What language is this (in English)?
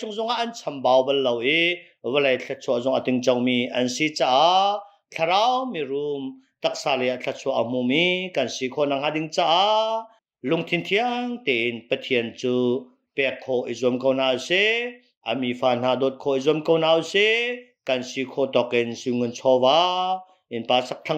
Hakha Chin